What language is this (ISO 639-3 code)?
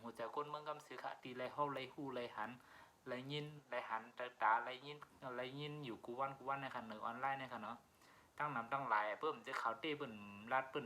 shn